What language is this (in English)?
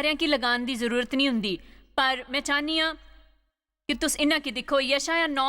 Dogri